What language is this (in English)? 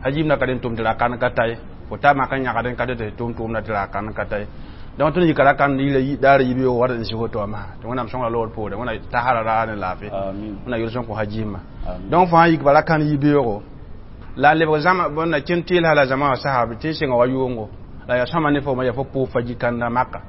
Mossi